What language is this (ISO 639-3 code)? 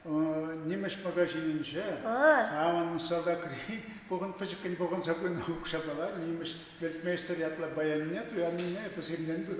chv